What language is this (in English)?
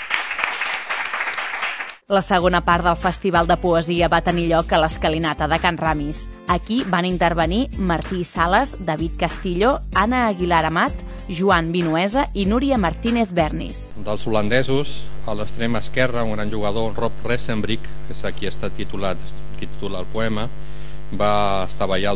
Catalan